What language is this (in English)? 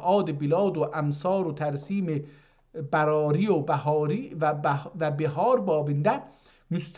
South Azerbaijani